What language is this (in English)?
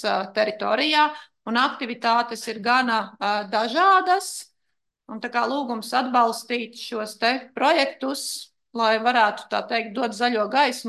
Latvian